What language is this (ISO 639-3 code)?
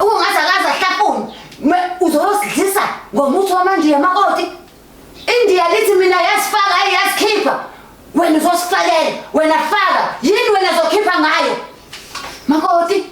zul